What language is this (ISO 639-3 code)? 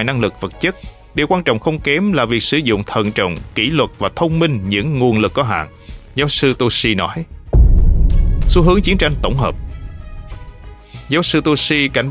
vie